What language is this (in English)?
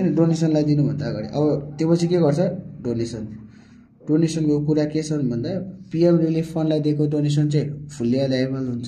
Nepali